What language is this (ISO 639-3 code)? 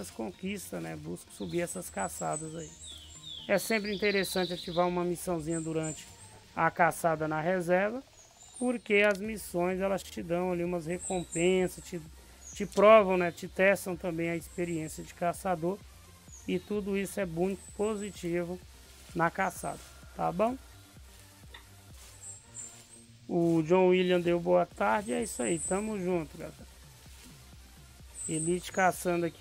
por